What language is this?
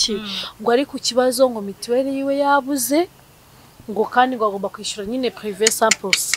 Kinyarwanda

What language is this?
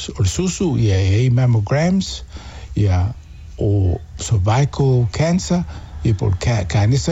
Samoan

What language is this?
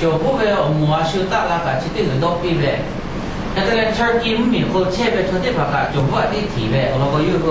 Lahu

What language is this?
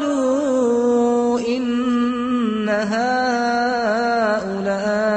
Azerbaijani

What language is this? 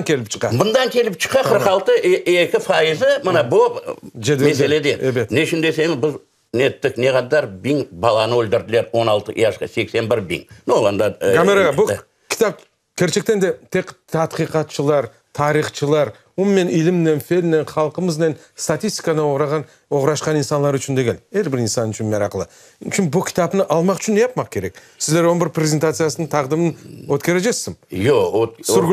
Crimean Tatar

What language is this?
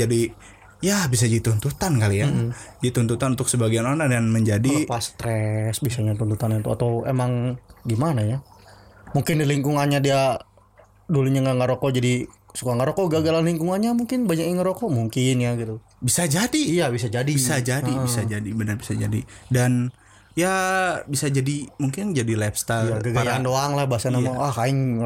Indonesian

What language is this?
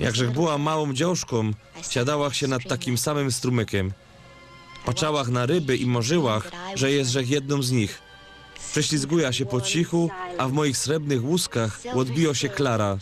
Silesian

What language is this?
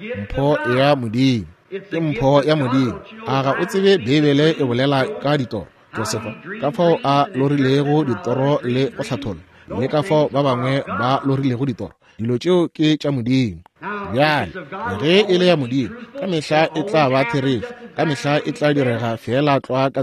Northern Sotho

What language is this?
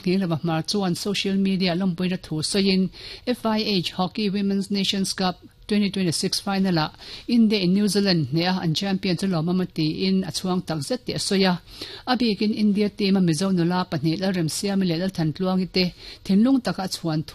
Mizo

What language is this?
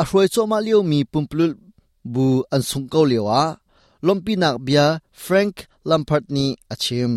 Hakha Chin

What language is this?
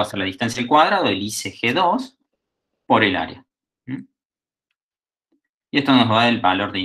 Spanish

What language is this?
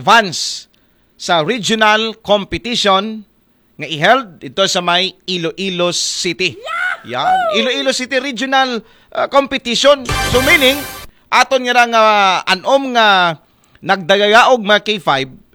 Aklanon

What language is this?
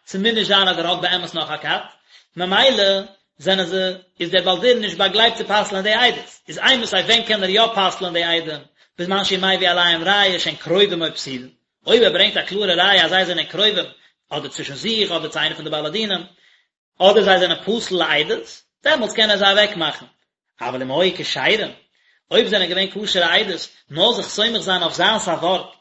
Yiddish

